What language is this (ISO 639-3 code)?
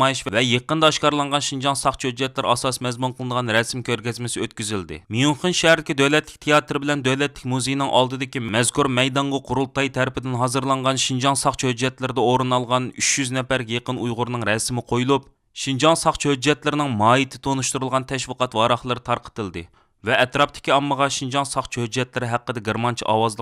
uig